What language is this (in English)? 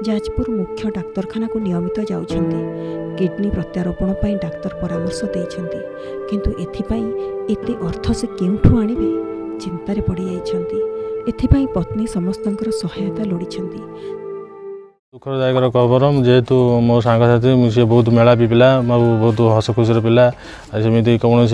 Odia